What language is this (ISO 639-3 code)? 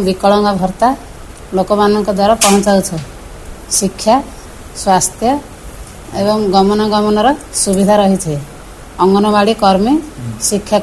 ori